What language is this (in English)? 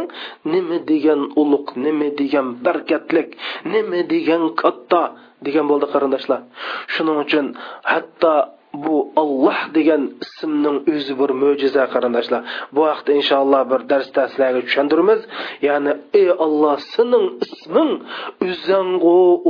Uyghur